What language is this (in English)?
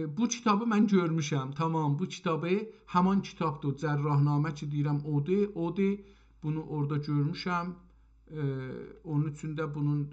South Azerbaijani